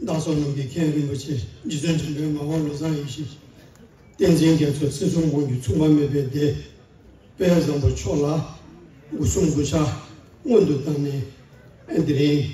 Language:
Tibetan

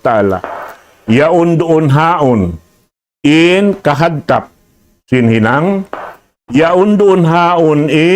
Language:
Tausug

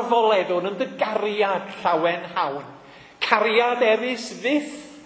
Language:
Welsh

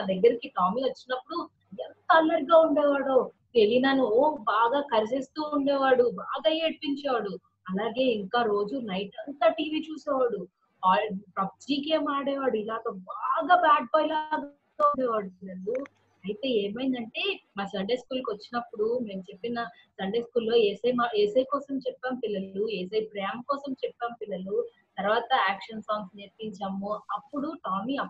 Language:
Telugu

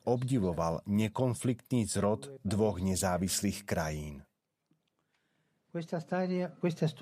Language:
Slovak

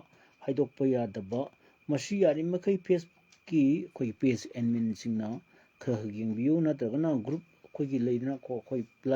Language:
Manipuri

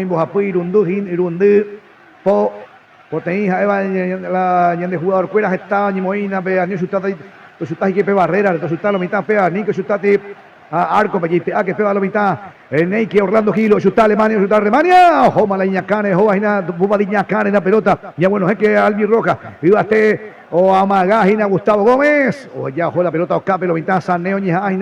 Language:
Guarani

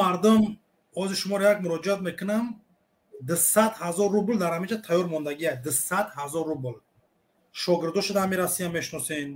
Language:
Tajik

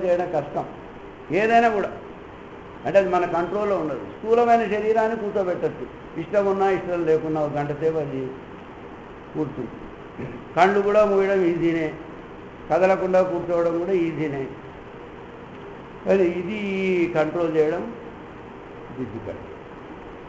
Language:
Telugu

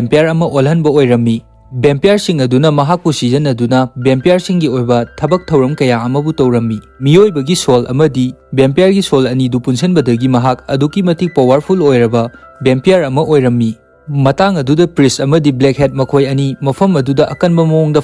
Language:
Manipuri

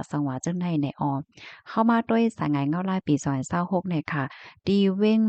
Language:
Shan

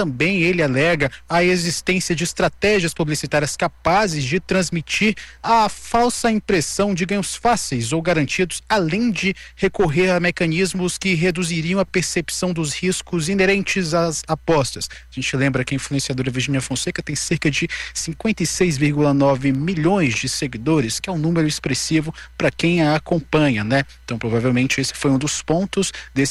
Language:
Portuguese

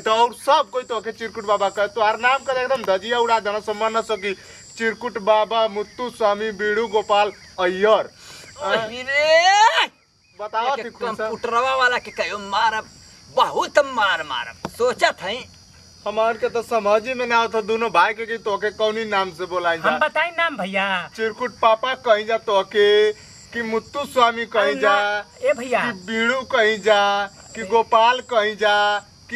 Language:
Bhojpuri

